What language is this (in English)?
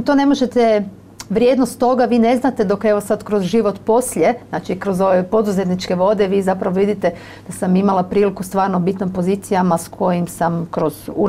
Croatian